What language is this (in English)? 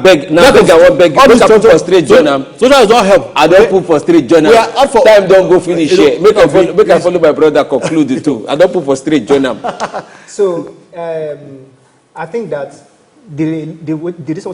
Nigerian Pidgin